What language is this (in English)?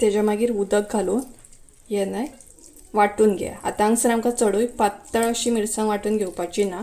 Konkani